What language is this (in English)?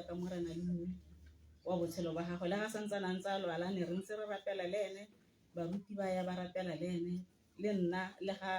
Tswana